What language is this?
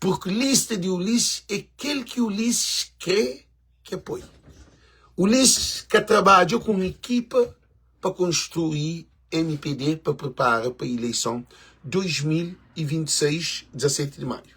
Kabuverdianu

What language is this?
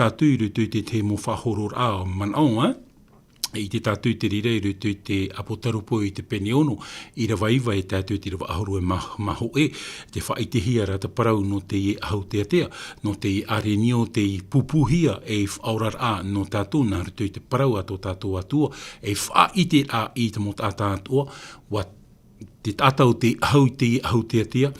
Tahitian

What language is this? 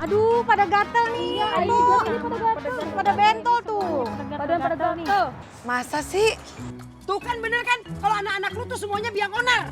Betawi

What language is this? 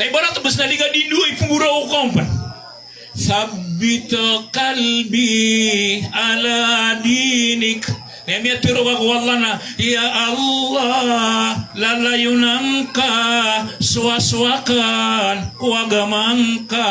Maranao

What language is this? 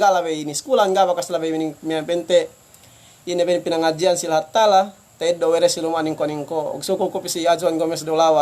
Yakan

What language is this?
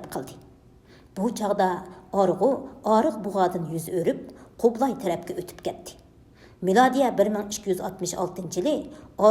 Uyghur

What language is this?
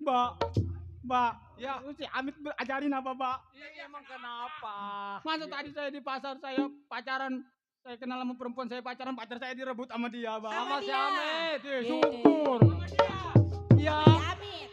Betawi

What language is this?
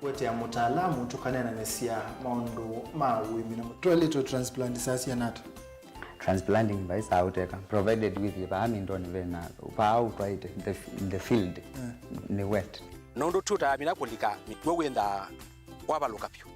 Kamba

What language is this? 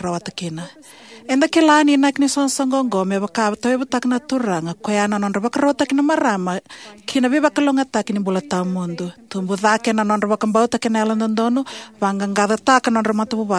Fijian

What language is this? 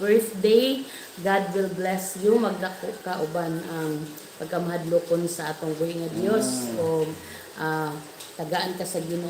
Cebuano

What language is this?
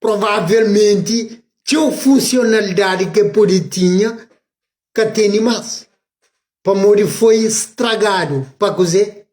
Kabuverdianu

